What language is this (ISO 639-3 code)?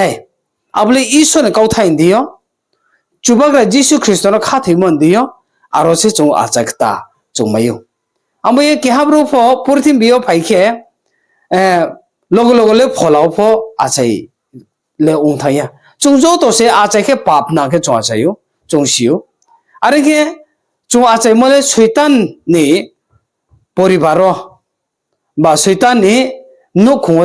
ria